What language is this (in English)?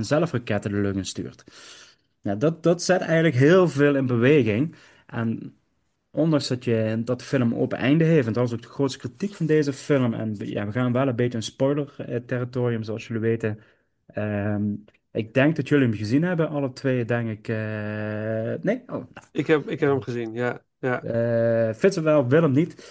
Dutch